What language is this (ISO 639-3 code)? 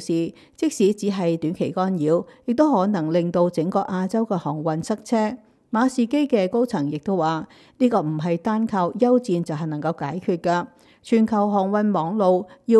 yue